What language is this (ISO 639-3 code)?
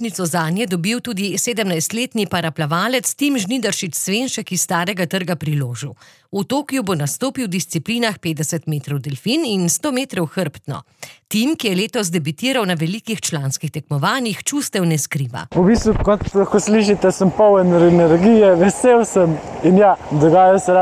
slv